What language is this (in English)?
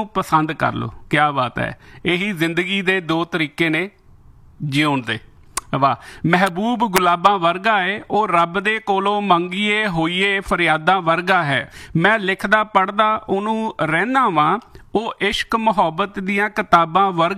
Punjabi